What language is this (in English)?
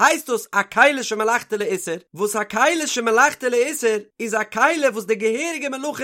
Yiddish